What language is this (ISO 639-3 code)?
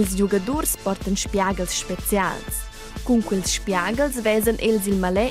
roh